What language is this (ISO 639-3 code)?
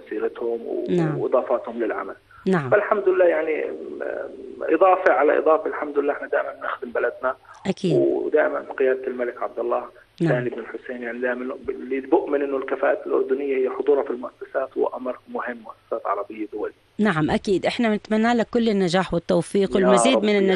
apc